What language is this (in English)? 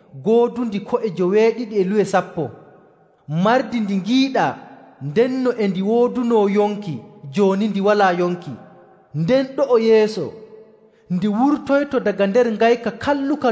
Nigerian Fulfulde